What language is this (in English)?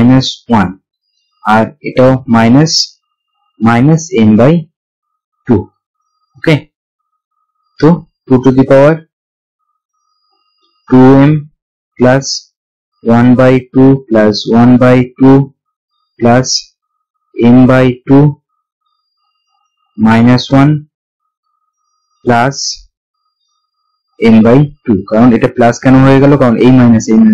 Bangla